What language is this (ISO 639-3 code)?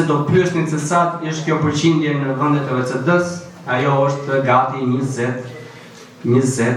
sqi